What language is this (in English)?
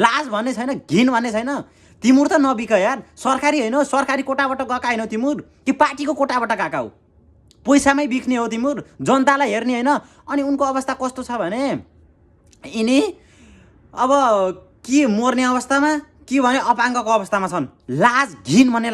Nepali